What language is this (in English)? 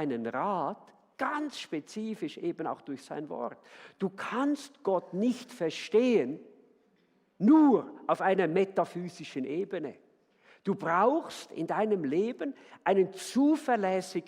Swiss German